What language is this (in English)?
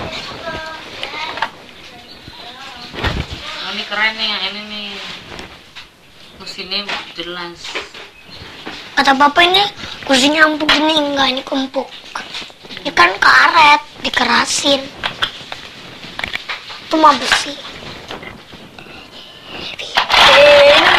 Indonesian